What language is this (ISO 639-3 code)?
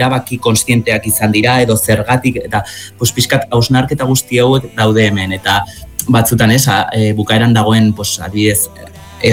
eus